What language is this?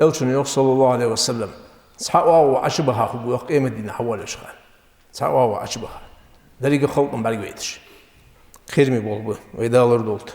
Ingush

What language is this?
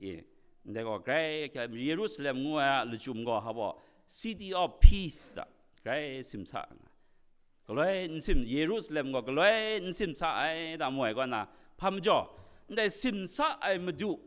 Kachin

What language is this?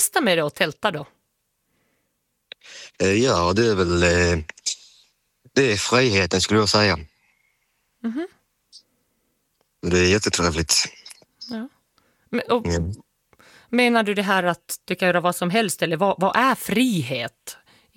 Swedish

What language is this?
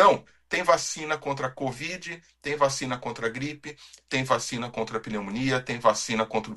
Portuguese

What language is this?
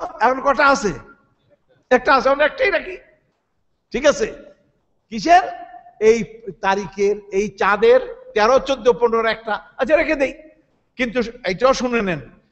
Bangla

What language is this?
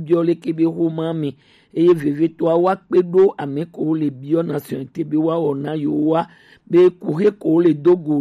Gen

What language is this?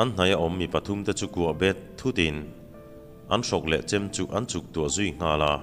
Mizo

